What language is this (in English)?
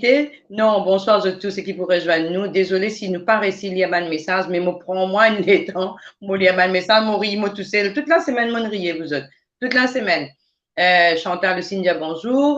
Morisyen